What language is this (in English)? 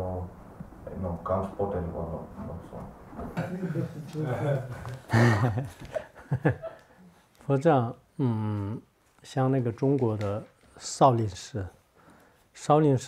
Swedish